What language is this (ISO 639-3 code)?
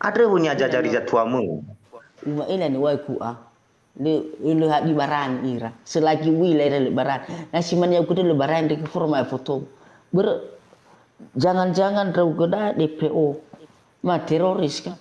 nia